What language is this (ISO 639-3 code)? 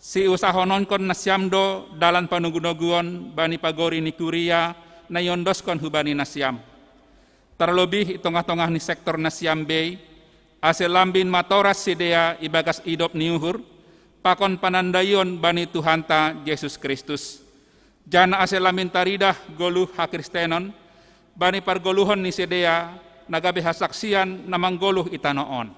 bts